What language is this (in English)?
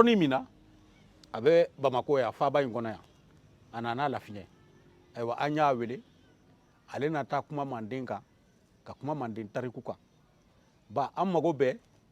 Bambara